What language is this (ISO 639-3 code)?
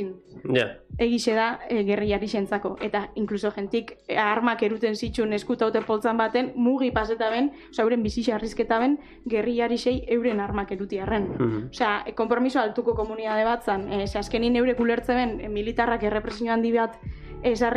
eus